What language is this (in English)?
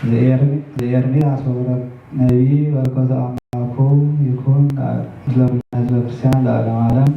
Geez